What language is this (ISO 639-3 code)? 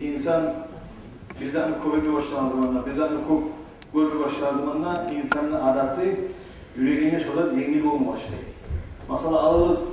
kum